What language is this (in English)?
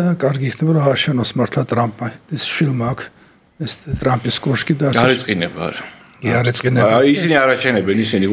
Georgian